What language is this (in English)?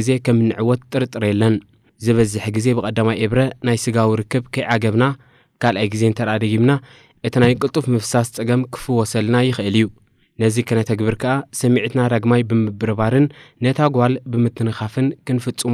Tigrinya